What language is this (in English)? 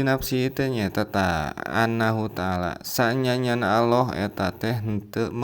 Sundanese